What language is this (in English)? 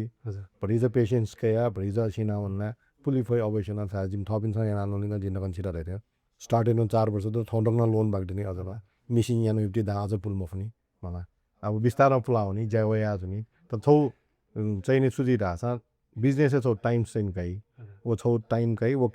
Newari